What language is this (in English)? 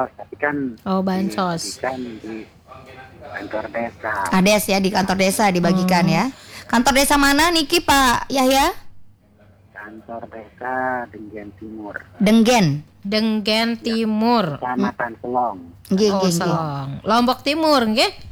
Indonesian